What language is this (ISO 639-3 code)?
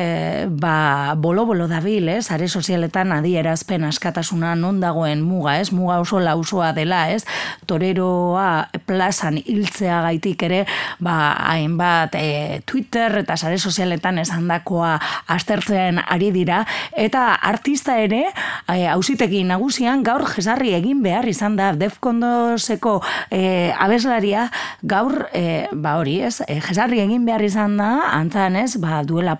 eus